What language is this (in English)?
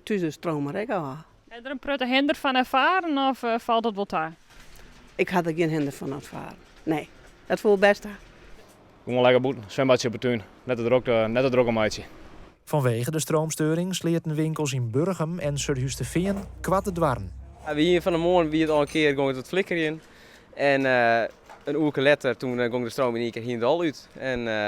Western Frisian